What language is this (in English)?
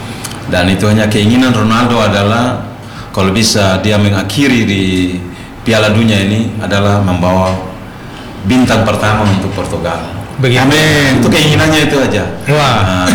Indonesian